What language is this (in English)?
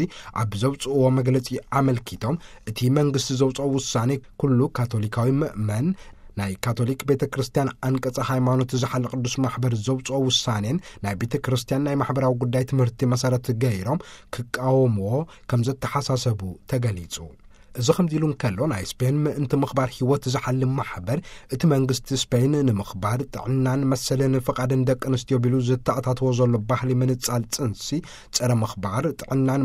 Tigrinya